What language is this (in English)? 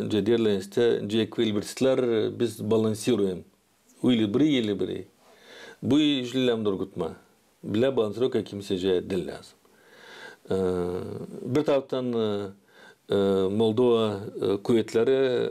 Gagauz